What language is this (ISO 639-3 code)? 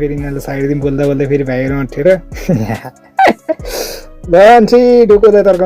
nep